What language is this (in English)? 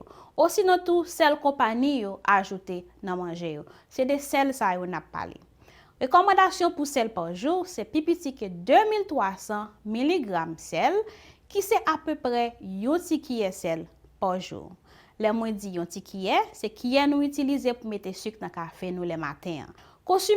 Haitian Creole